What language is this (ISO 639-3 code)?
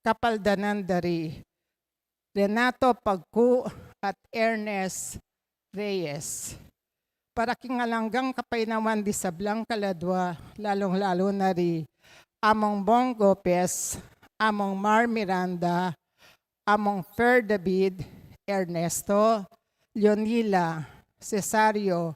pam